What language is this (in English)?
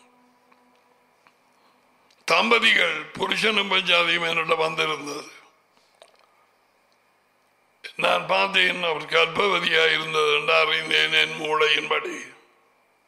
Tamil